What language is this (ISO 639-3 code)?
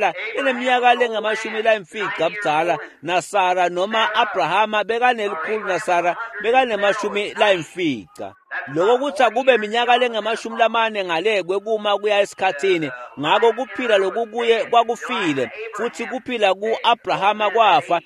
ssw